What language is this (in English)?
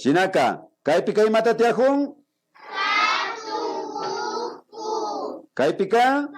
Imbabura Highland Quichua